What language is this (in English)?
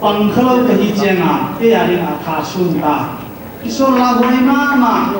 Paite Chin